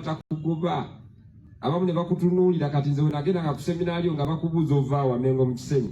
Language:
Ganda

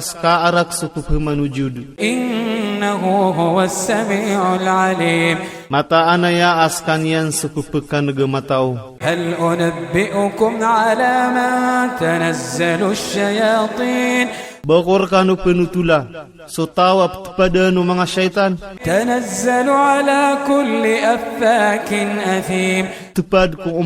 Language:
Iranun (Philippines)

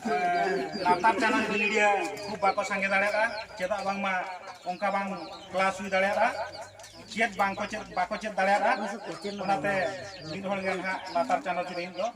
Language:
Santali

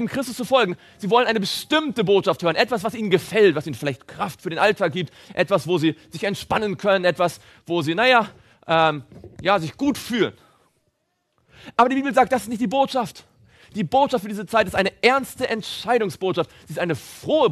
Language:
German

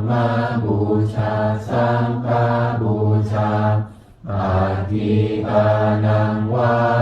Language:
Pali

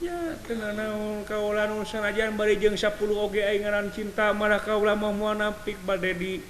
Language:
Sundanese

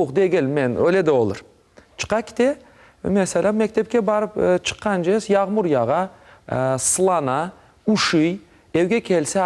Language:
Crimean Tatar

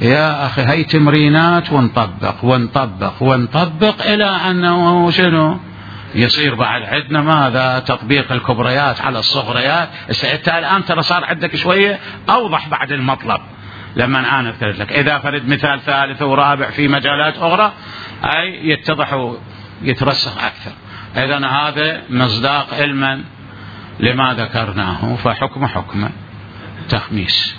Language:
Mesopotamian Arabic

